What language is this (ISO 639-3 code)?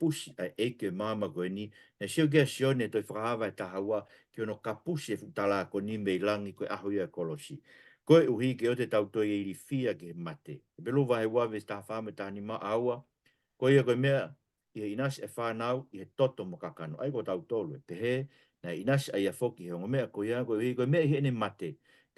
ton